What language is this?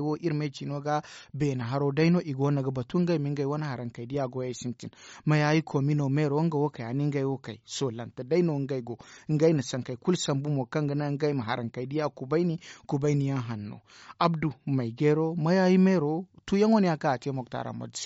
Zarma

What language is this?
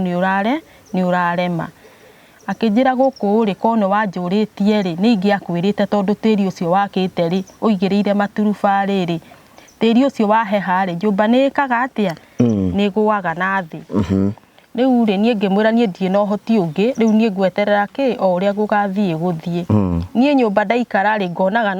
Kikuyu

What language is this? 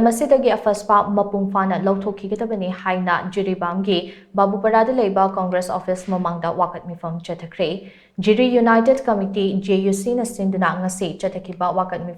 Manipuri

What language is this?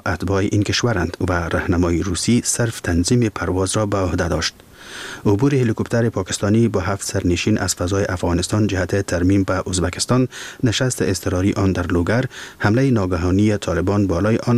Persian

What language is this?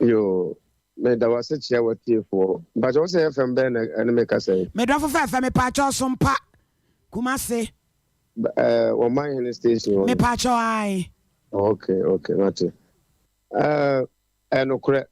Akan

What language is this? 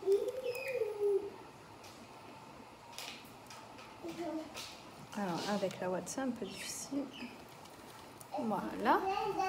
French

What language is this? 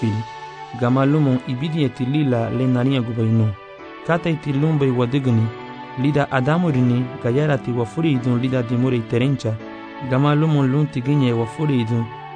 Garifuna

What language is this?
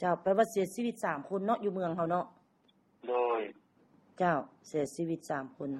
Lao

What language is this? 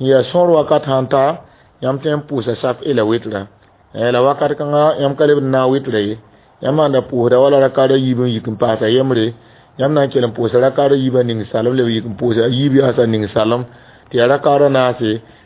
Mossi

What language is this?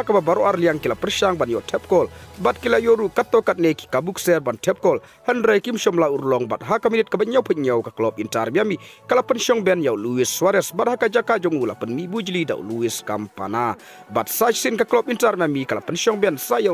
Khasi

